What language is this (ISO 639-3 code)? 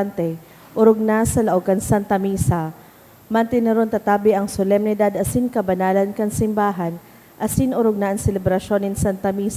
bik